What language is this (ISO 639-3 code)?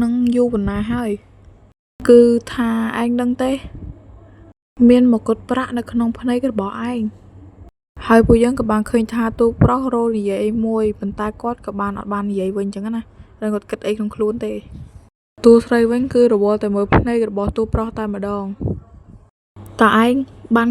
khm